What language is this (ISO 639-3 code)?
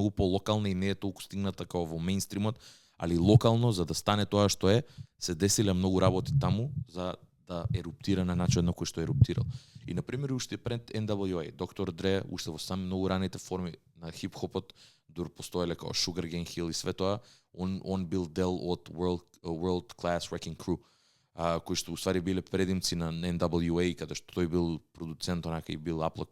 mkd